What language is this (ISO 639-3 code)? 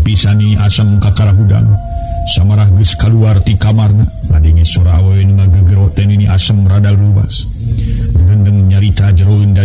sun